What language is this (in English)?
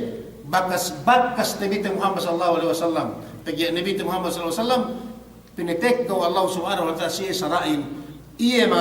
Yakan